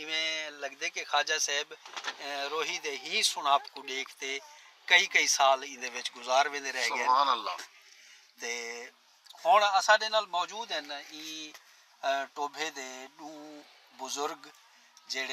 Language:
Saraiki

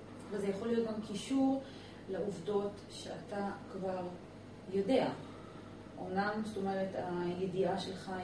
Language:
Hebrew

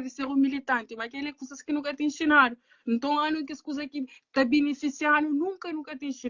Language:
Kabuverdianu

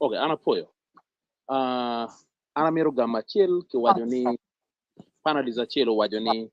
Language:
Acoli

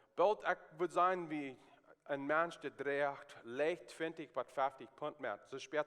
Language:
Plautdietsch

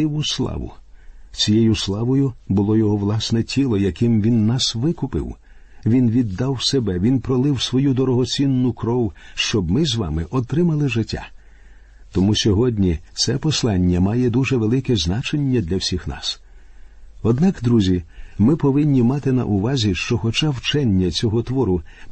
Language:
Ukrainian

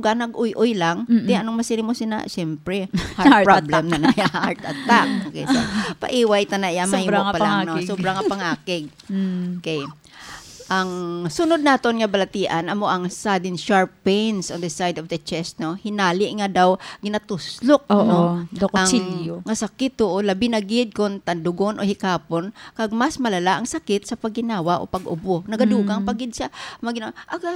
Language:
Hiligaynon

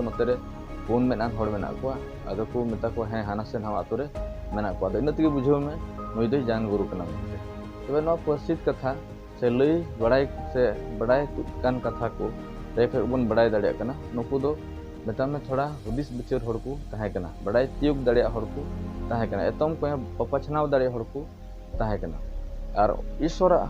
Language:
Santali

